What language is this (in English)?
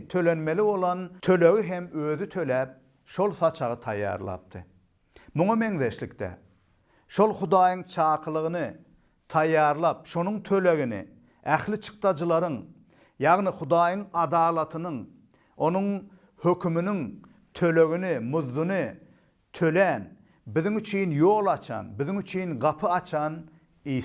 Turkmen